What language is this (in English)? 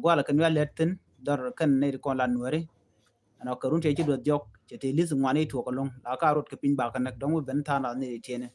Nuer